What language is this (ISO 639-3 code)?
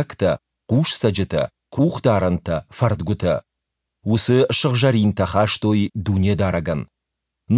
oss